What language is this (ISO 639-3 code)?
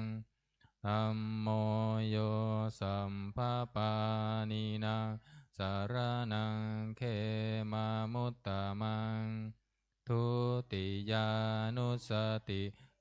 pli